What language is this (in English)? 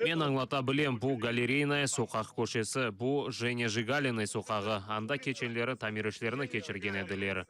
Crimean Tatar